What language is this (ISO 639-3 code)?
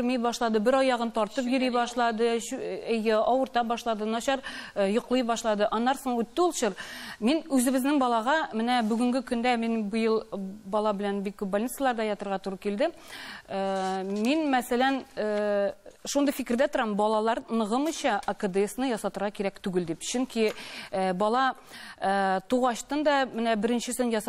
tat